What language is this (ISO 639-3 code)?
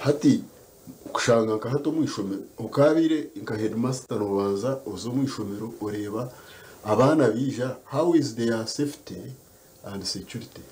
nyn